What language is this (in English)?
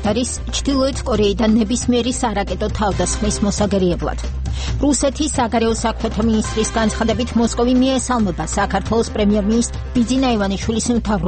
Georgian